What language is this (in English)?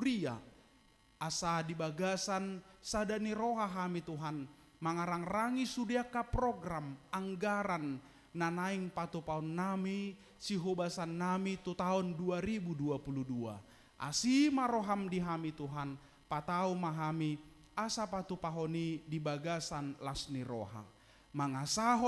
Batak Toba